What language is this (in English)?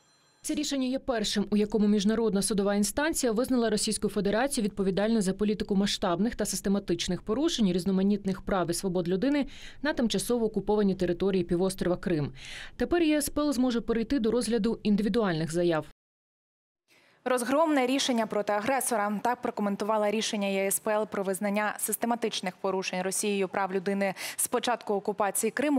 Ukrainian